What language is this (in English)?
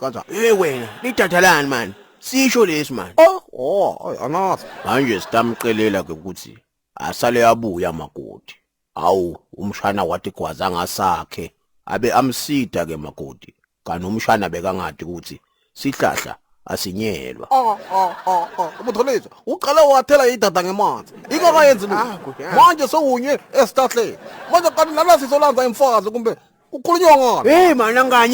Zulu